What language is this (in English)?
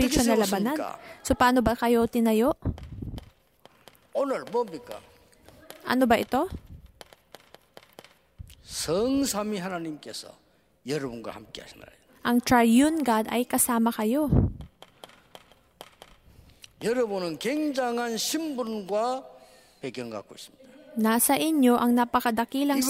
Filipino